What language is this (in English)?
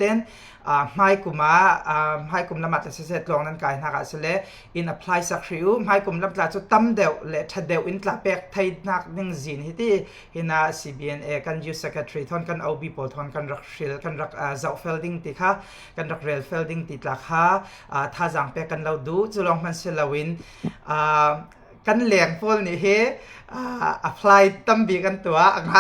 Falam Chin